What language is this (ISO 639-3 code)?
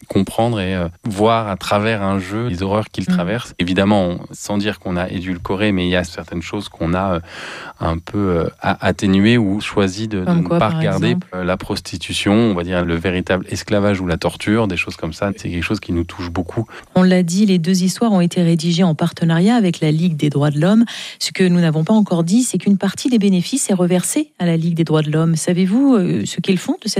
fra